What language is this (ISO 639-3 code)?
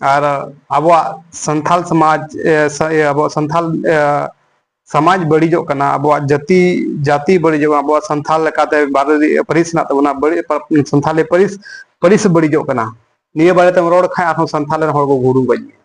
sat